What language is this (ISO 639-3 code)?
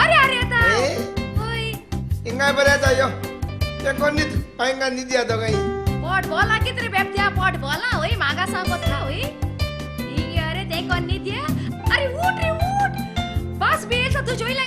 kok